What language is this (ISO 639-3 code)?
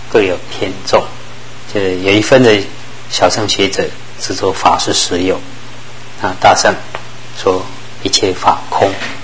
zho